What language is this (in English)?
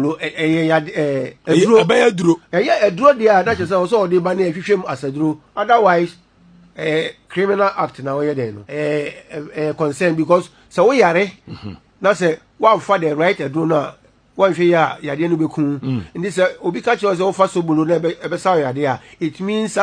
Akan